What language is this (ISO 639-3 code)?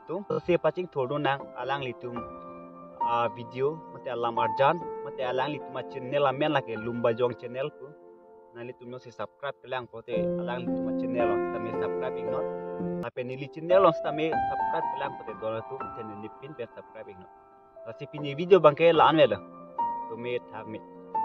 mjw